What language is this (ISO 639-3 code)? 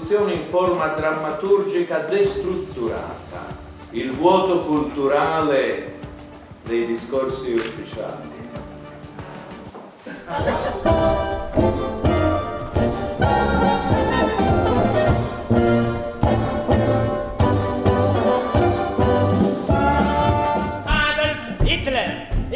ita